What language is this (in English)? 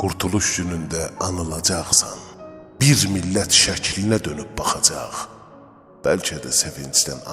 South Azerbaijani